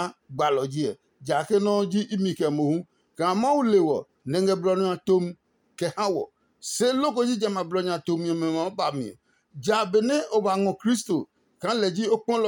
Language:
Adangme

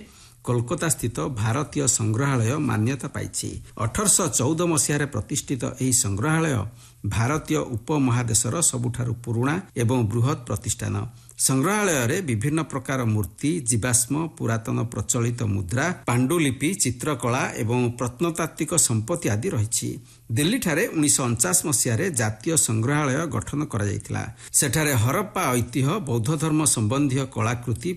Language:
Odia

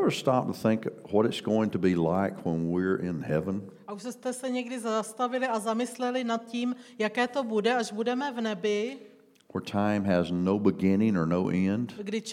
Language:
Czech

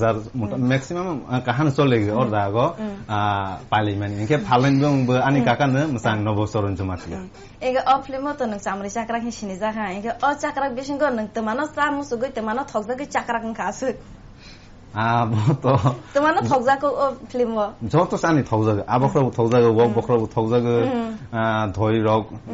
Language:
Kok Borok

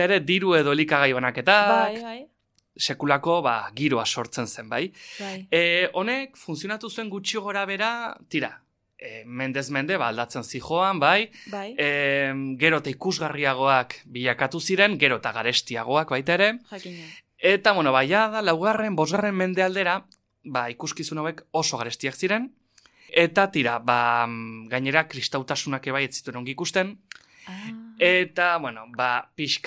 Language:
Basque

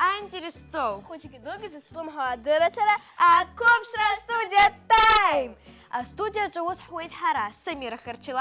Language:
Abkhazian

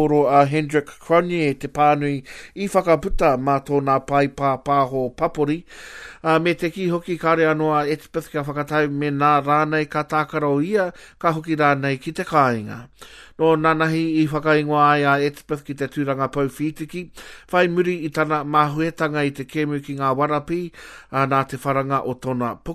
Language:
Māori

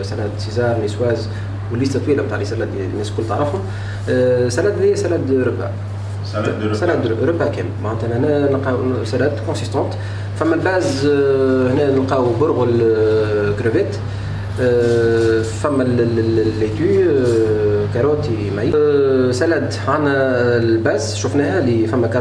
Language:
Tunisian Arabic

